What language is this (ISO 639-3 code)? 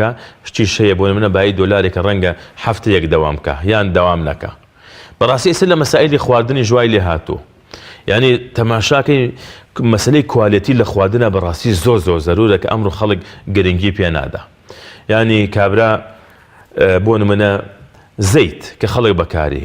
ckb